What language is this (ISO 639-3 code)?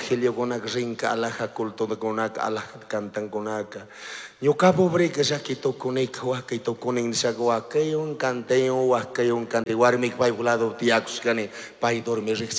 qug